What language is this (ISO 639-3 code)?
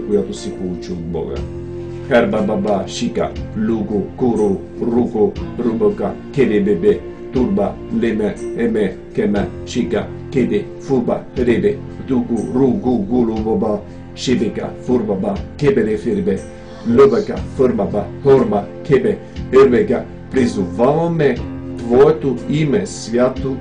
bul